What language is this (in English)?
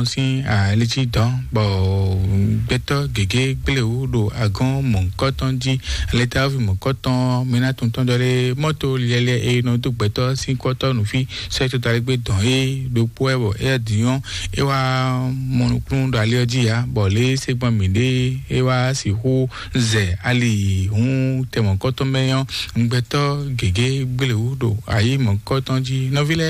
Fon